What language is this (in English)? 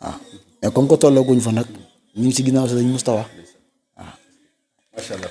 Wolof